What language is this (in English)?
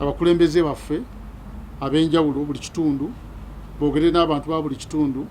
Ganda